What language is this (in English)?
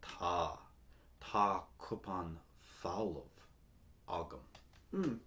Irish